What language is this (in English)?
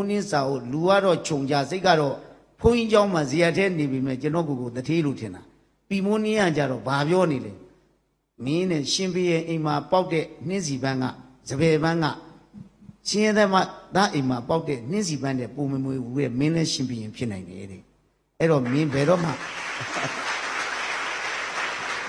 Burmese